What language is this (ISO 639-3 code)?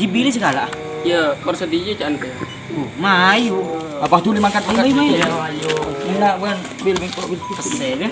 mad